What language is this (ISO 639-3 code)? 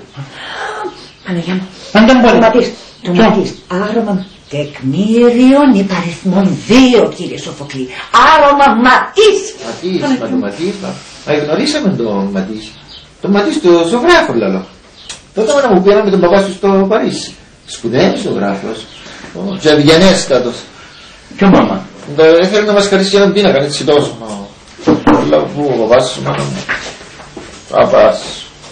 ell